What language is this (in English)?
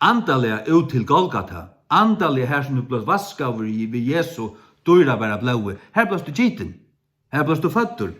Faroese